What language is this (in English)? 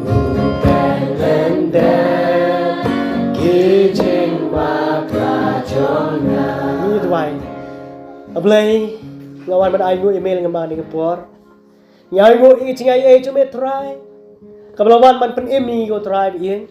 Khasi